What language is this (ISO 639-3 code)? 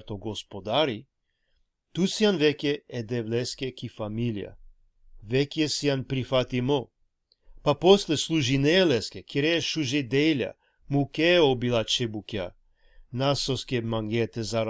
rmn